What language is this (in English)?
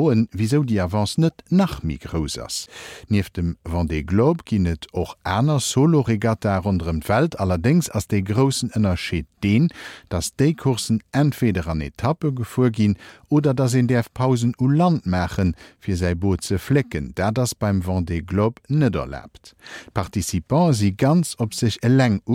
Luxembourgish